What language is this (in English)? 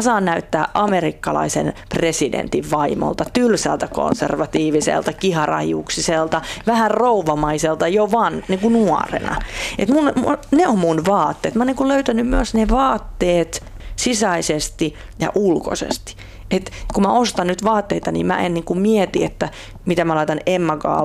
Finnish